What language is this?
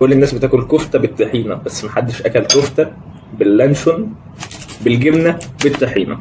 Egyptian Arabic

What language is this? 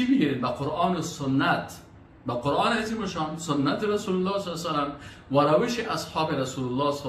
Persian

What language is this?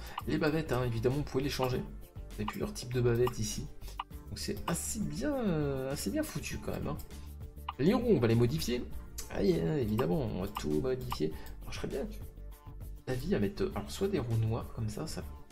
French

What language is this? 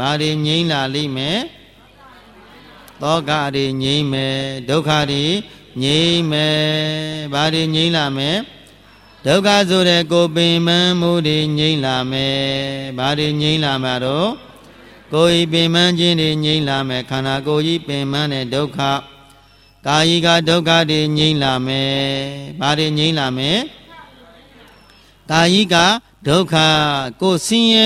Burmese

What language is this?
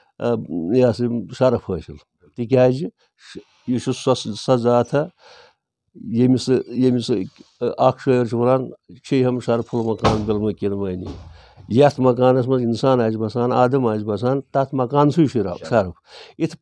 Kashmiri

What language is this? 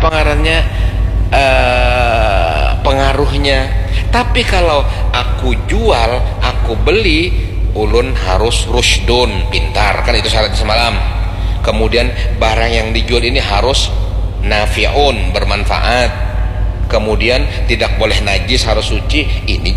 Banjar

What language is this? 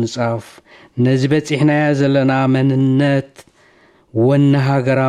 Tigrinya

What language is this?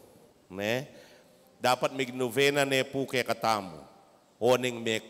Pampanga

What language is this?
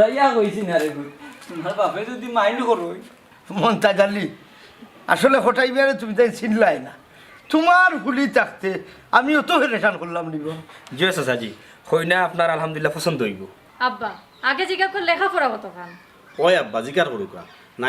Sylheti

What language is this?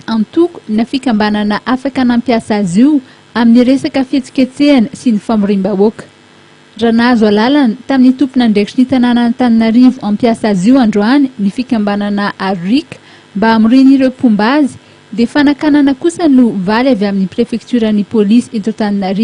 Malagasy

